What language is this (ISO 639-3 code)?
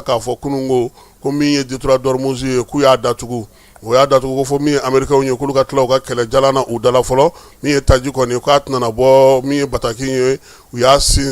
bam